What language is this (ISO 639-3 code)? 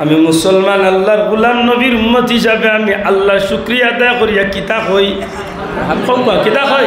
syl